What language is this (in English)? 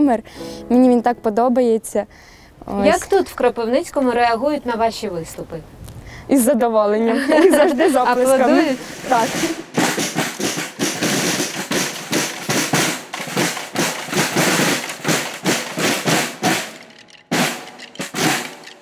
Ukrainian